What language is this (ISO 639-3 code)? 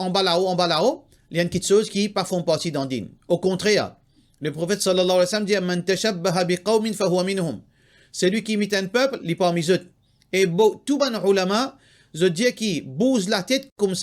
mfe